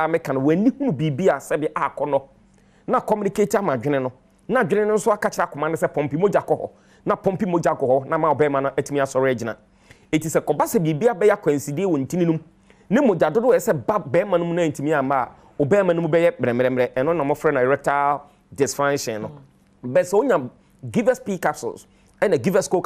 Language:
Akan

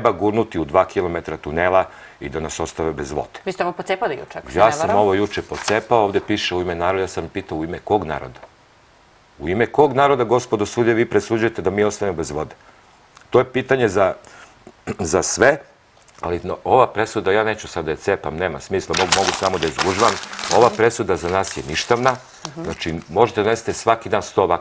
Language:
Serbian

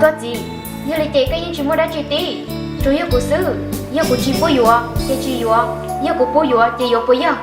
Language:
Hmong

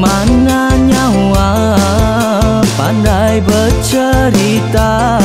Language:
Iban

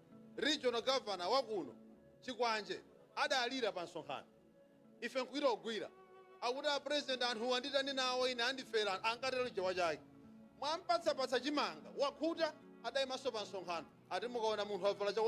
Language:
Nyanja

